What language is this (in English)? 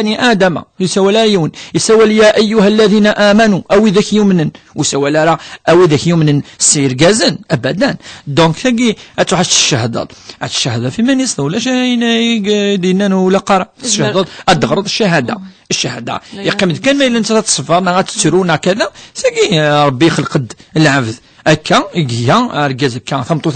Kabyle